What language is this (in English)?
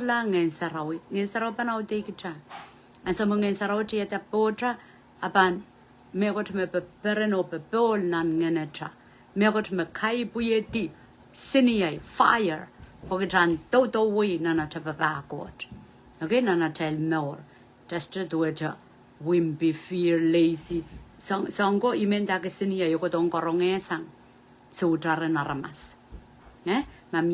Pohnpeian